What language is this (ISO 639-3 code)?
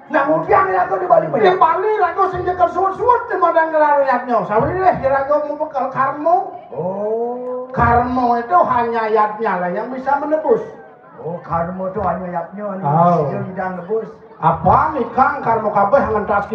ban